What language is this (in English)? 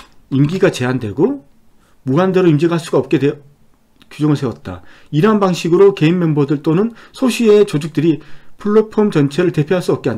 Korean